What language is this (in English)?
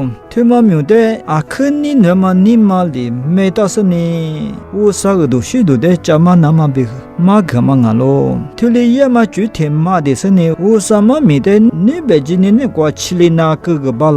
Lisu